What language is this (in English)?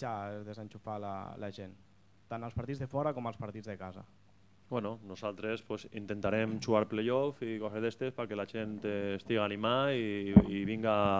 Catalan